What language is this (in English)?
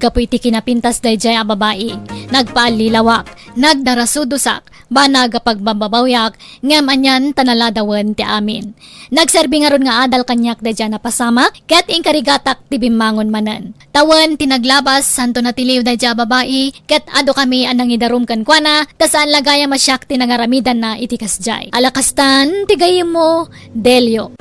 Iloko